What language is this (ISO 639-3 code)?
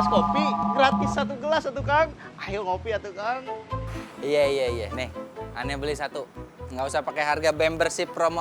bew